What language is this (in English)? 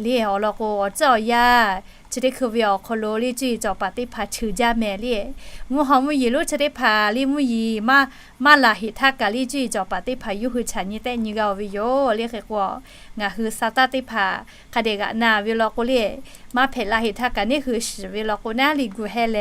Lahu